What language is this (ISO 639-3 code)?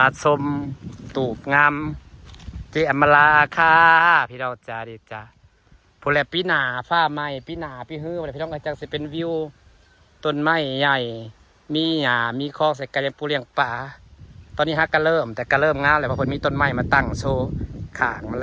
tts